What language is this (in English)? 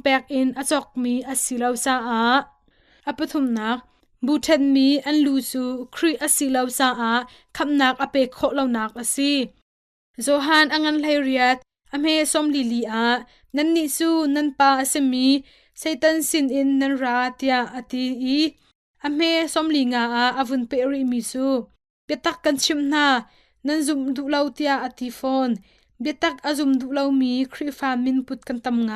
Hakha Chin